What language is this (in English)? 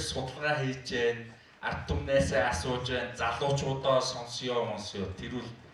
Mongolian